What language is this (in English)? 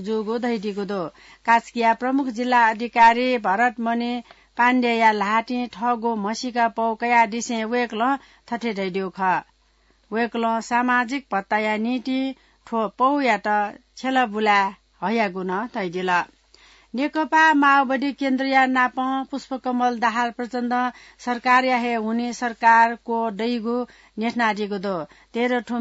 Newari